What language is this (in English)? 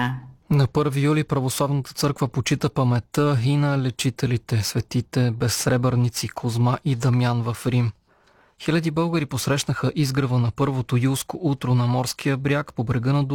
Bulgarian